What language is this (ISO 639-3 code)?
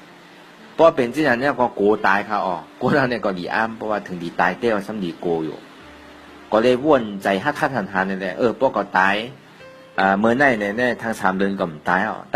shn